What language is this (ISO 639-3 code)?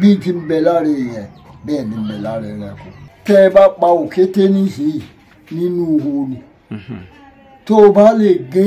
yor